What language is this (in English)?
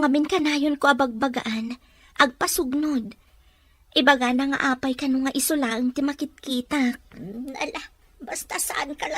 Iloko